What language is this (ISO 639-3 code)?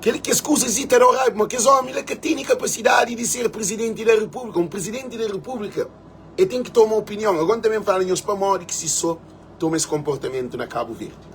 kea